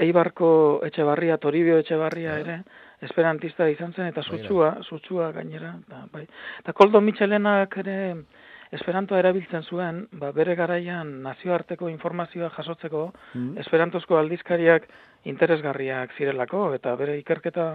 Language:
Basque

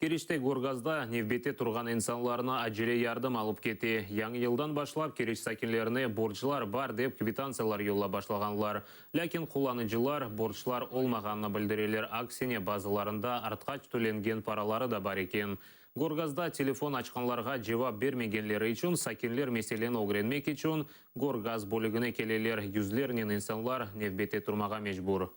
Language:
Crimean Tatar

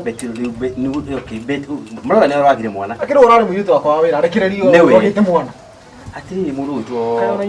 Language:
Kikuyu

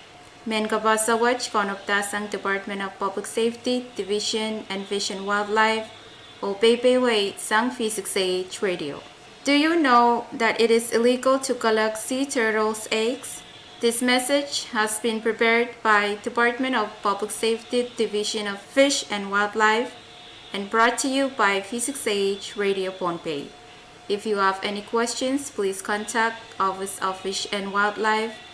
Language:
Pohnpeian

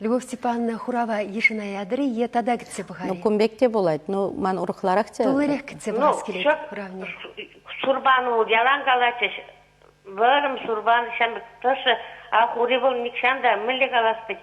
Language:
Chuvash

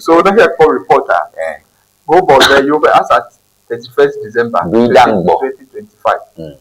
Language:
Ewe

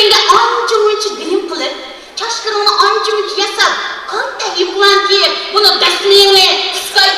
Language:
Uyghur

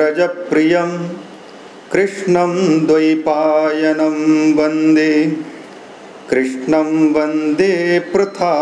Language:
Sanskrit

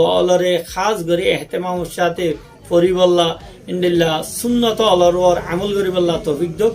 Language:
Rohingya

